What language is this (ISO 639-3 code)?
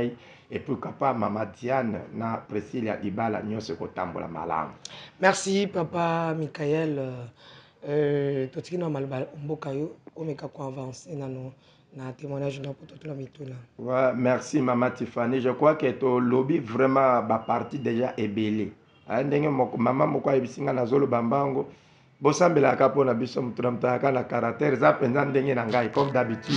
lin